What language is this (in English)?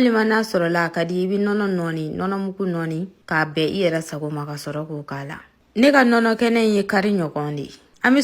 Bambara